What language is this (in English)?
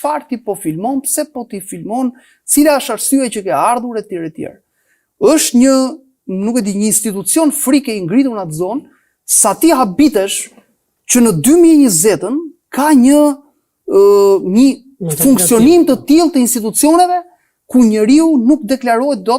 Albanian